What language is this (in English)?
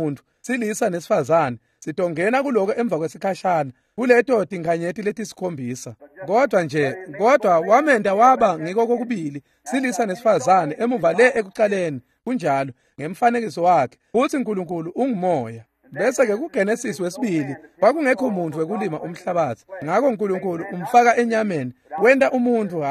Swati